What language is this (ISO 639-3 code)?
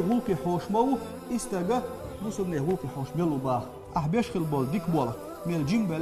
che